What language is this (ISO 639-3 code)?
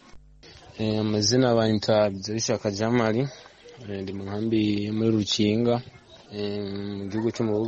kin